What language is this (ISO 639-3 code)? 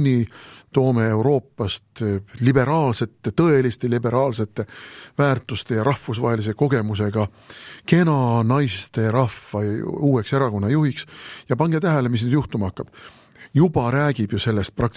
est